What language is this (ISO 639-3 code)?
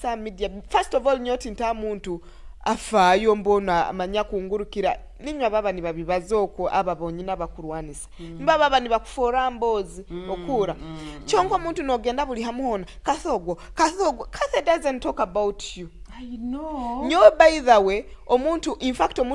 nyo